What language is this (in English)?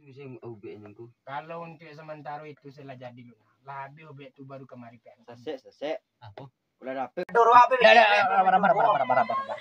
Minangkabau